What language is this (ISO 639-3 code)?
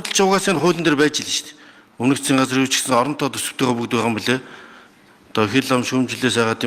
mon